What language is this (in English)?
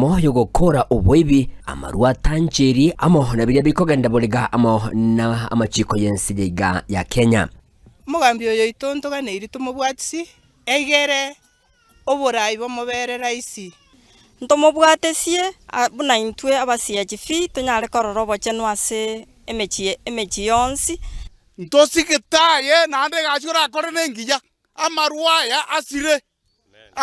Gusii